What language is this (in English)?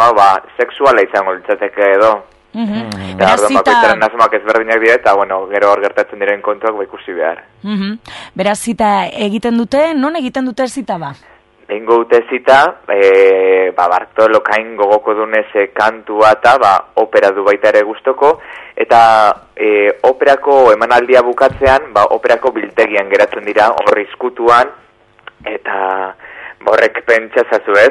Basque